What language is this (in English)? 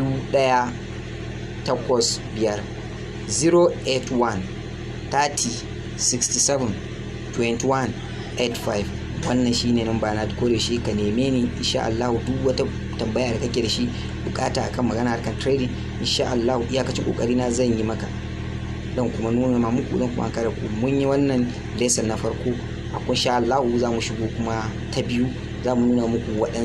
Hausa